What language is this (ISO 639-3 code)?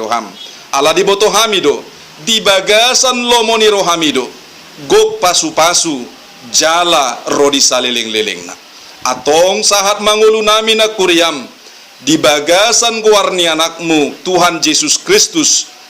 bbc